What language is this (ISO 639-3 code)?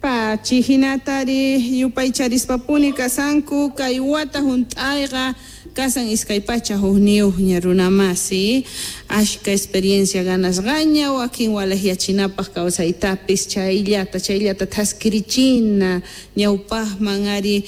que